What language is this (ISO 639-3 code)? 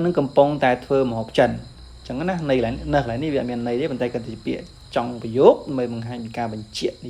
khm